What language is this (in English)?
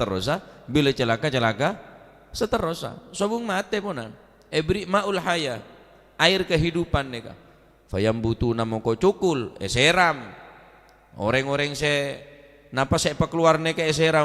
Madurese